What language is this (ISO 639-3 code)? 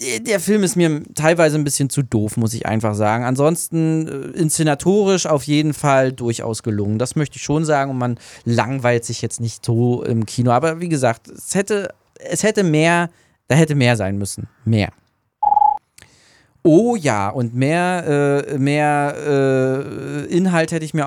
deu